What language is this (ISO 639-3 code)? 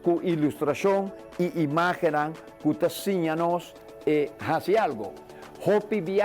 pap